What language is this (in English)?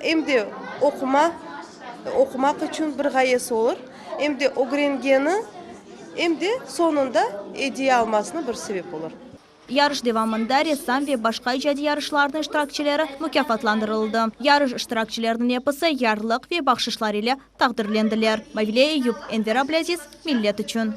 Crimean Tatar